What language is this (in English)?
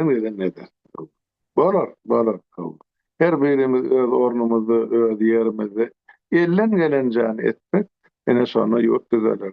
Turkmen